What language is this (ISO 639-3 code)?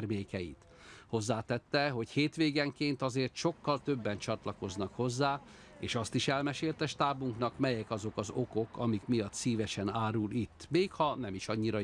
hun